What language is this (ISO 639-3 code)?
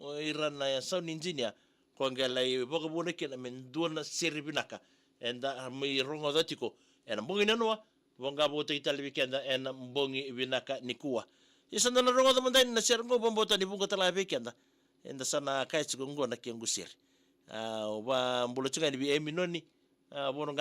fij